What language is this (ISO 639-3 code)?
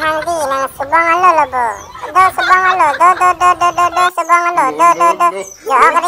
mjw